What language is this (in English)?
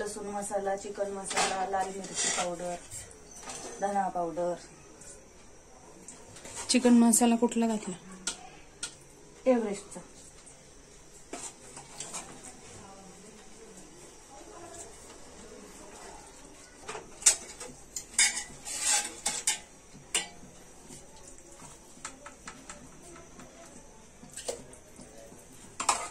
Marathi